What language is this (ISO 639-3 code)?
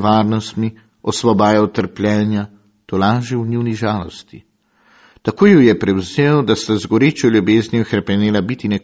slv